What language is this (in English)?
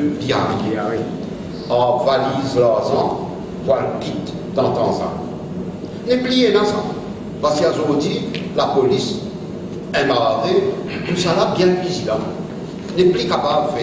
Morisyen